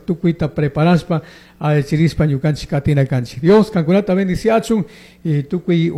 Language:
Chimborazo Highland Quichua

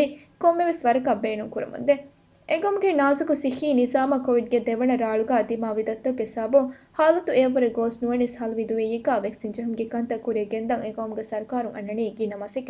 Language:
Divehi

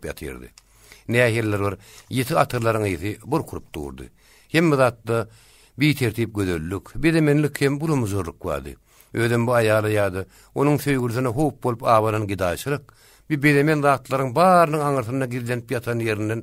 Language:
Turkmen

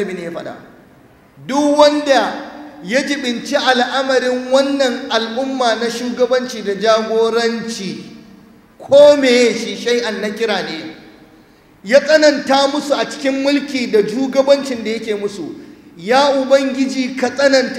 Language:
Hausa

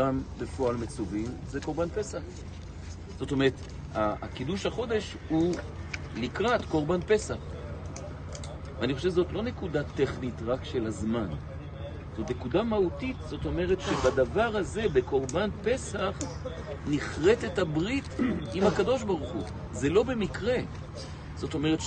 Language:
Hebrew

